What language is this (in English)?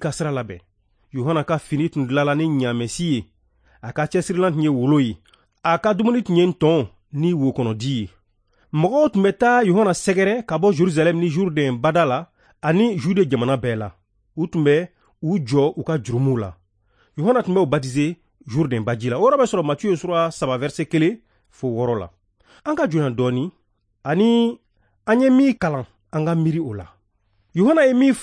Bambara